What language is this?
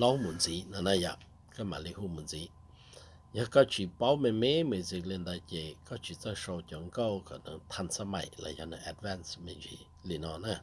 Hmong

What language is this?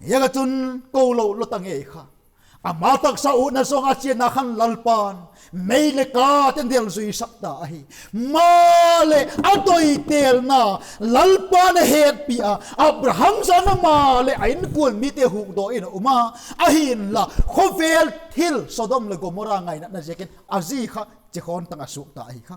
Vaiphei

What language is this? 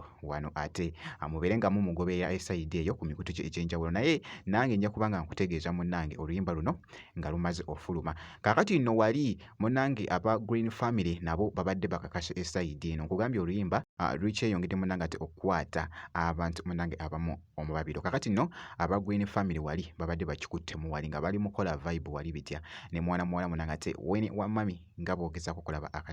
Ganda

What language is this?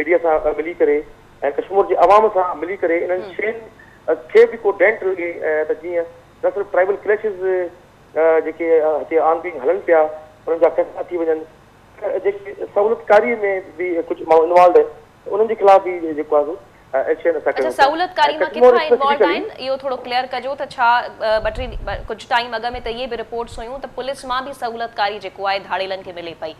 Sindhi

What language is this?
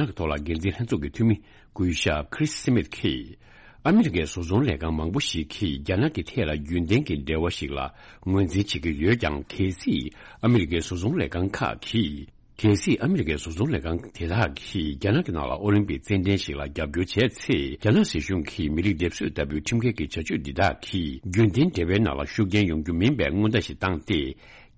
Tibetan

